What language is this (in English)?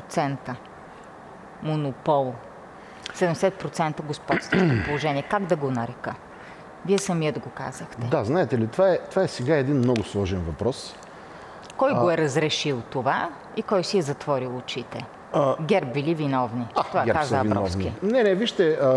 Bulgarian